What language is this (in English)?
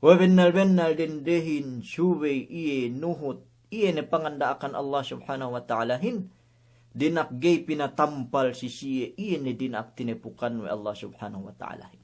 Yakan